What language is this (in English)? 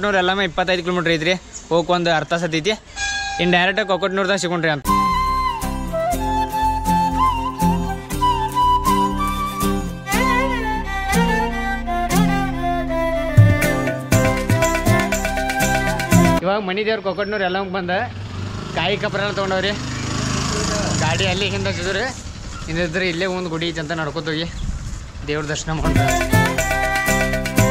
Kannada